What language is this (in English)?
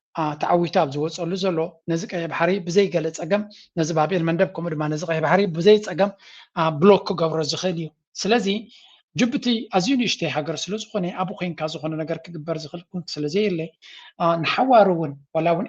Tigrinya